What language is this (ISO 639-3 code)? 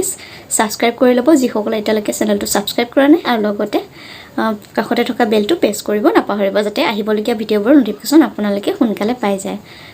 asm